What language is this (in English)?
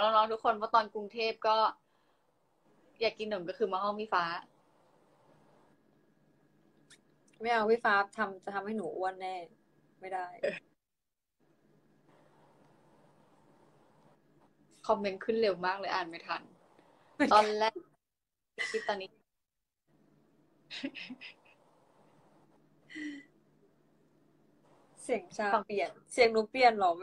Thai